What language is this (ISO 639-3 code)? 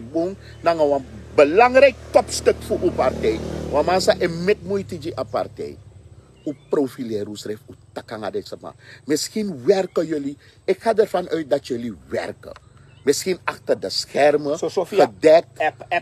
srn